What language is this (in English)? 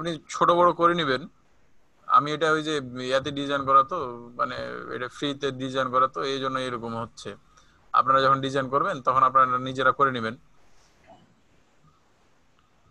Bangla